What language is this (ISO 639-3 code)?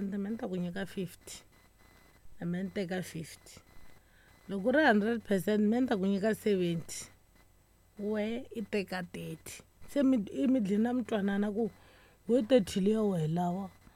tso